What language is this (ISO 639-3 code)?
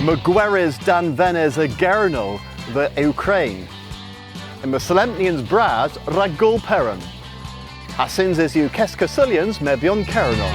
cor